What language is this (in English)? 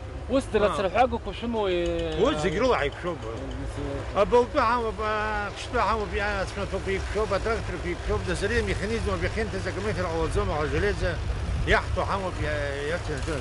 Abkhazian